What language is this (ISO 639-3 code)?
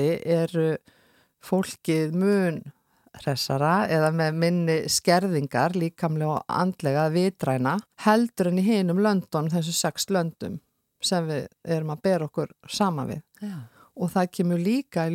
isl